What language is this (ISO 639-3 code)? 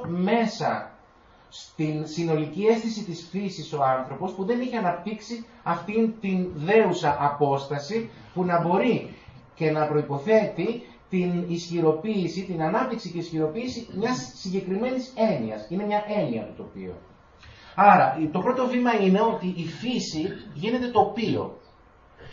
ell